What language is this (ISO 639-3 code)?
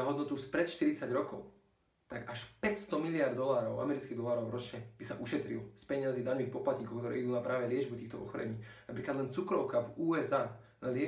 slk